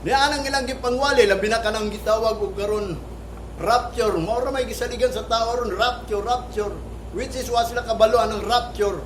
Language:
Cebuano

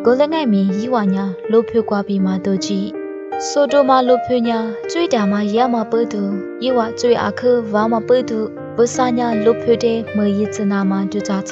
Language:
Lisu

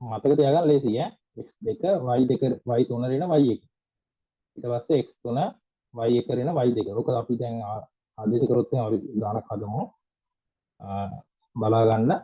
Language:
Sinhala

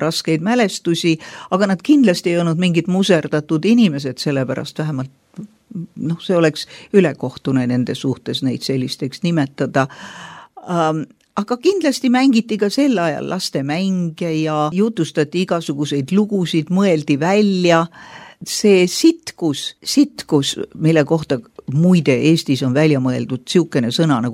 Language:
Estonian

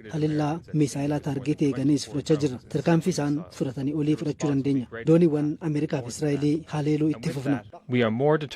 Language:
Oromo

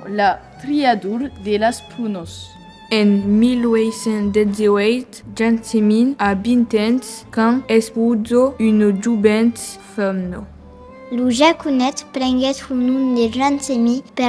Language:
Occitan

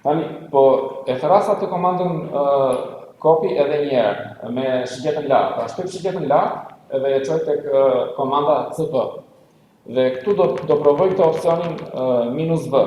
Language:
Albanian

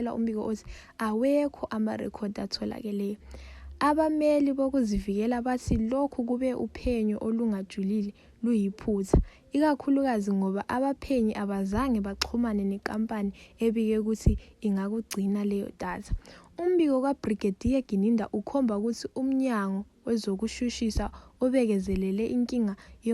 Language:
Zulu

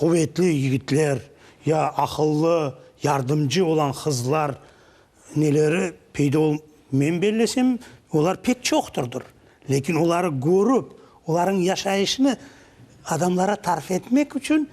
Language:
Crimean Tatar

